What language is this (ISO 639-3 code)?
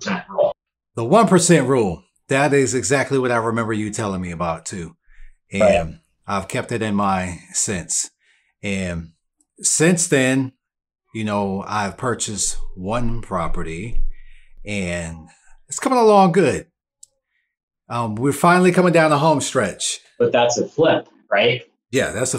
eng